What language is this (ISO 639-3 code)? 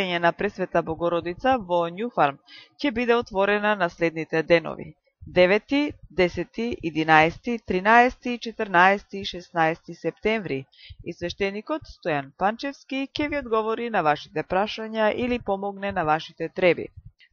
mkd